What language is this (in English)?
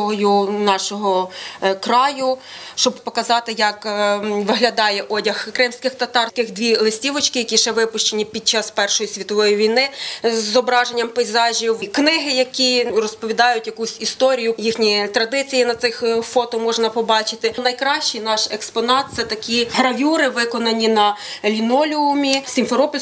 Ukrainian